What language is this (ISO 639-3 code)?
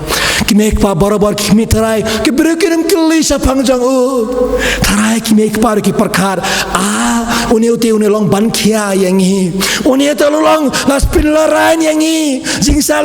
kha